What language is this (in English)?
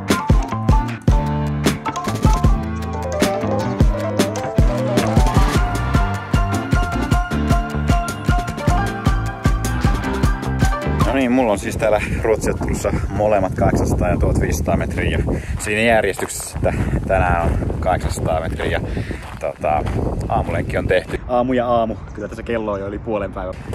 Finnish